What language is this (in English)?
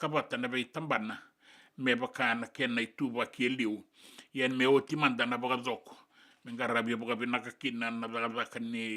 Fijian